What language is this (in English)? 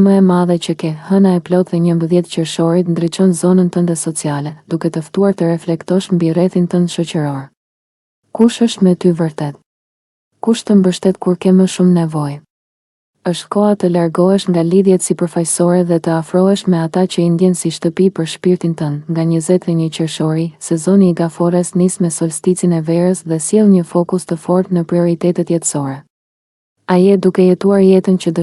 Albanian